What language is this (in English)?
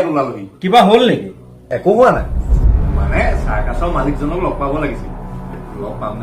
Assamese